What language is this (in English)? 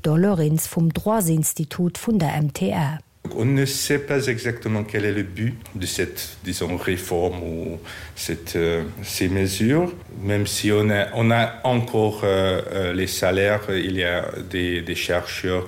Luxembourgish